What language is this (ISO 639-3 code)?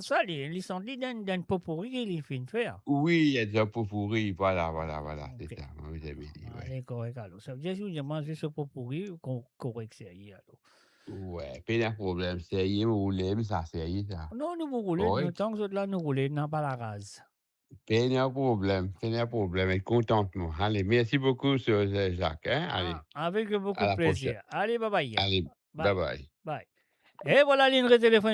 mfe